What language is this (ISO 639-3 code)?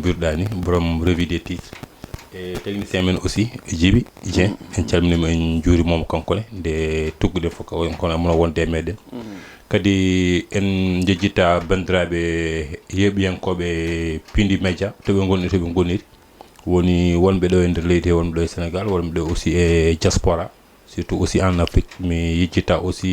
ful